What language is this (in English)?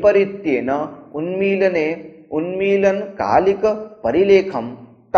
Sanskrit